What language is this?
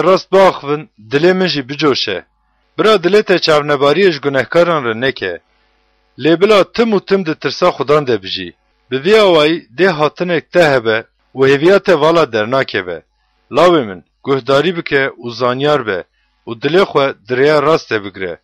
Kurdish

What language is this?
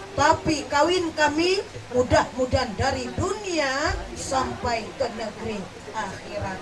Banjar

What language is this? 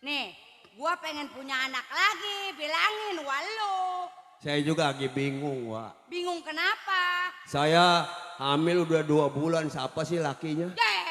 Betawi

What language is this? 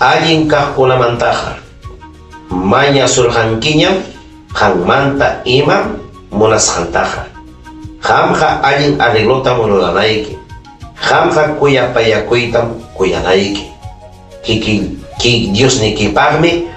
Ayacucho Quechua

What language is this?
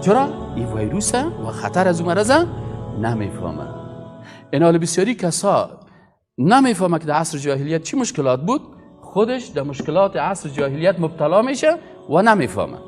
Persian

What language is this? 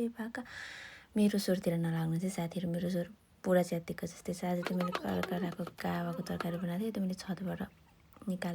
Nepali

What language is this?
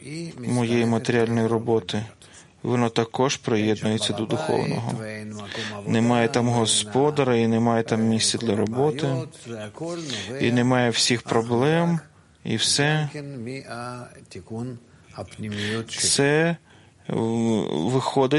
Ukrainian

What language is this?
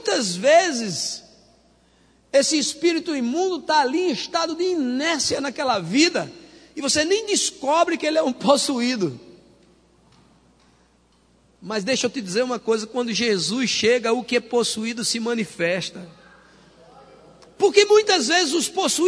Portuguese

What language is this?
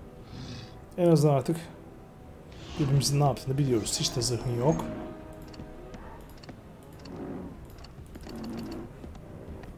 Turkish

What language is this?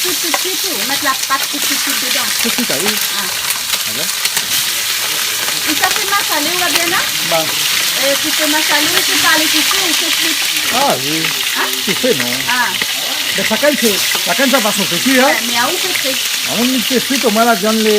Réunion Creole French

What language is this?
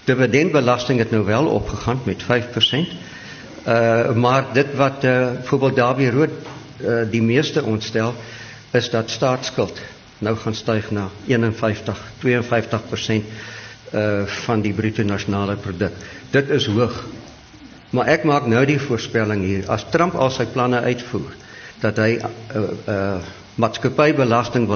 Afrikaans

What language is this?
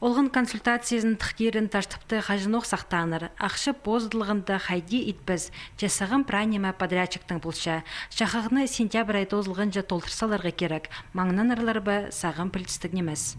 Khakas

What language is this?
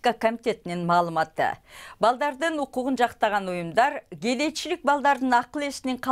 Kyrgyz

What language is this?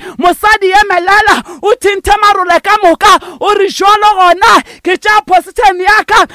Northern Sotho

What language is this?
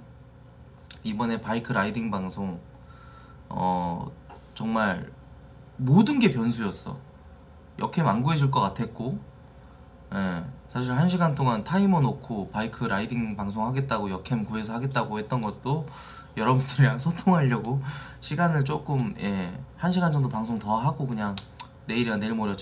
Korean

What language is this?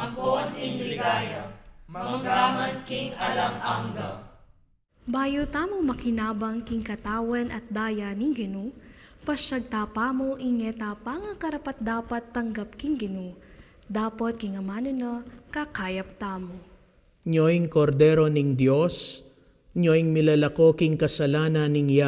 Pampanga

